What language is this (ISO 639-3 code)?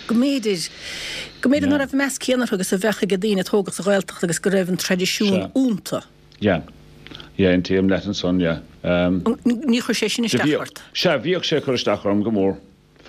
gle